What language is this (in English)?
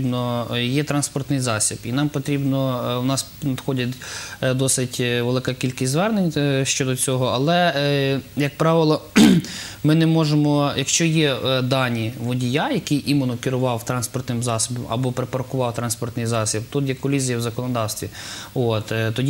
Ukrainian